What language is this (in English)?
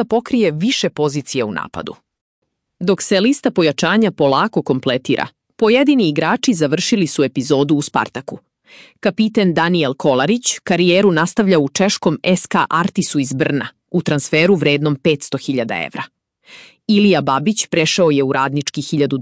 Serbian